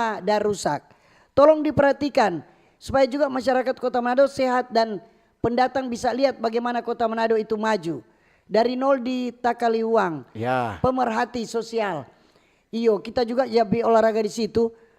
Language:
Manado Malay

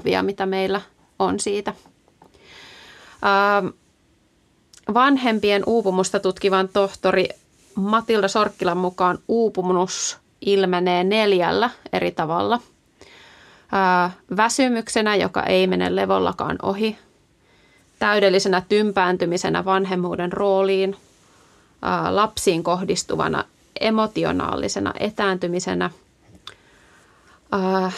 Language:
Finnish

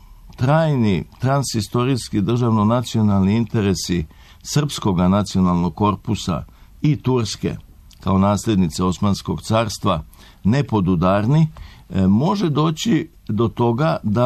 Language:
Serbian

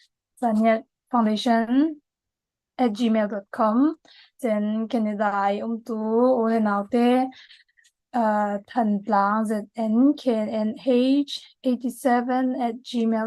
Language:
Falam Chin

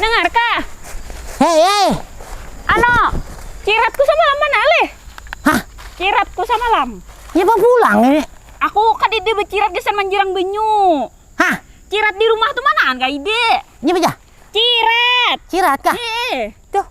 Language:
Banjar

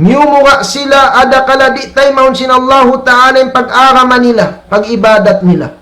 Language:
Tausug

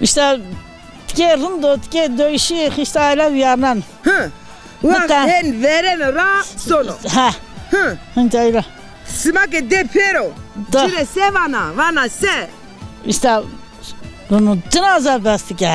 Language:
Zaza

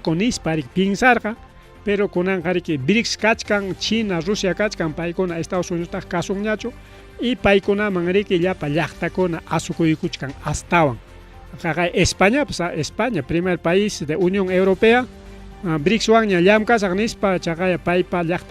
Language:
Ayacucho Quechua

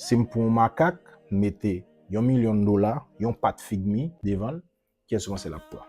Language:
Haitian Creole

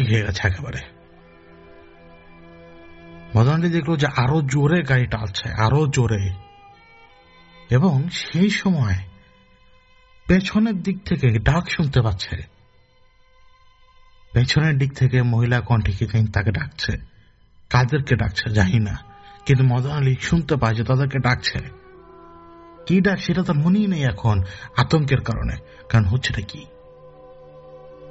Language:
Bangla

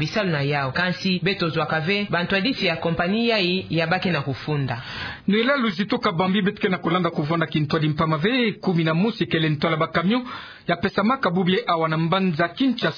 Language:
Kituba (Democratic Republic of Congo)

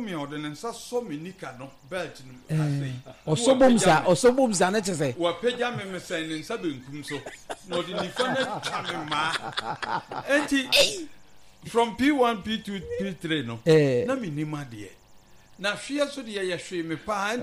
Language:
Akan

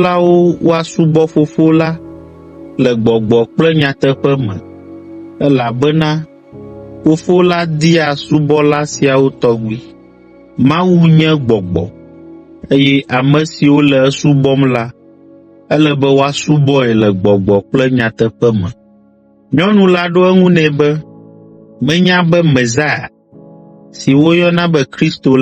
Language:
Ewe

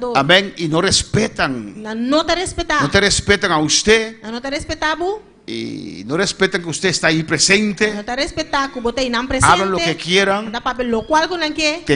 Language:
Papiamento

